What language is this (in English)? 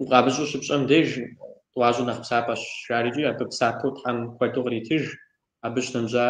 Kabardian